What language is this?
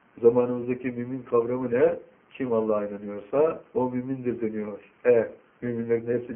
Turkish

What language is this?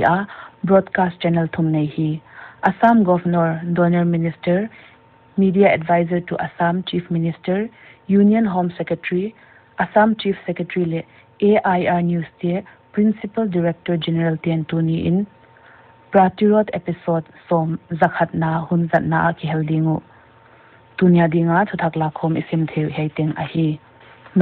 Paite Chin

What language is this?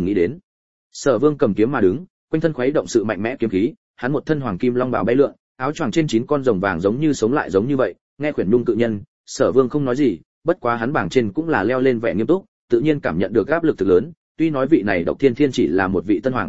Vietnamese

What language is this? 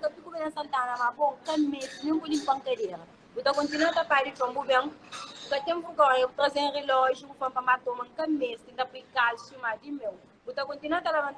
Kabuverdianu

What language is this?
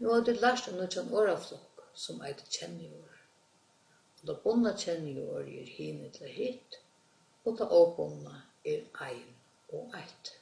Faroese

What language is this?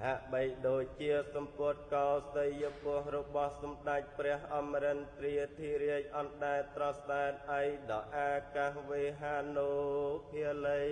Khmer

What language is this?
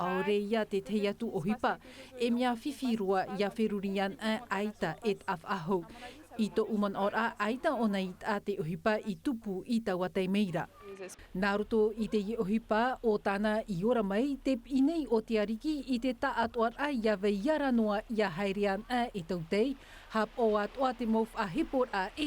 Tahitian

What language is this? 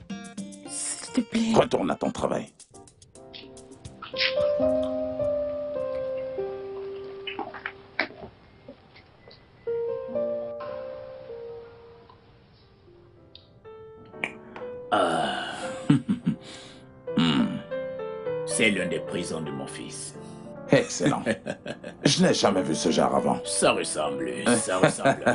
French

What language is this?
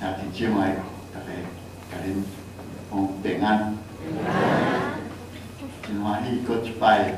Min Nan Chinese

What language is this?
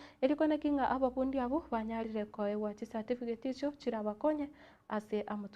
Gusii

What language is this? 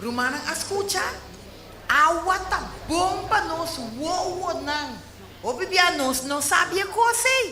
Papiamento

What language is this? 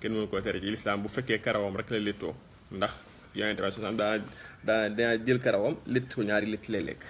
Wolof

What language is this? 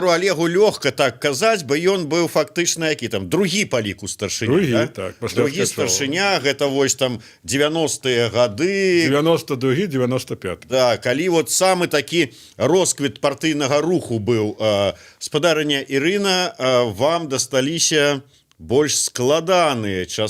Belarusian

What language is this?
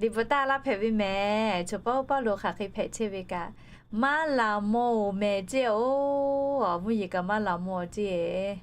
Lahu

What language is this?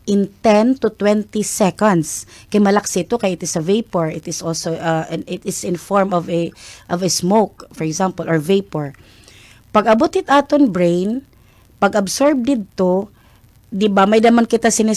Waray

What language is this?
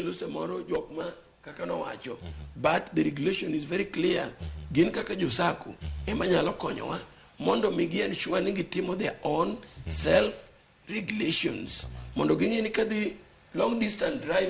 Luo (Kenya and Tanzania)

